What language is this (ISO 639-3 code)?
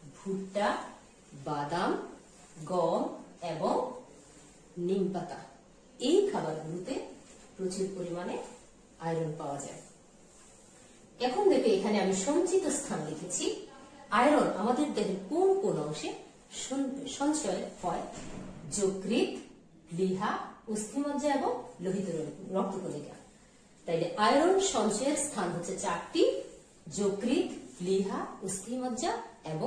ben